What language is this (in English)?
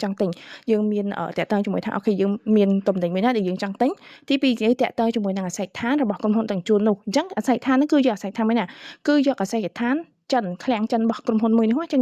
Khmer